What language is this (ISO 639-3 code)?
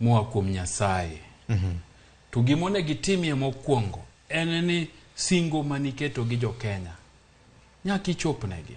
luo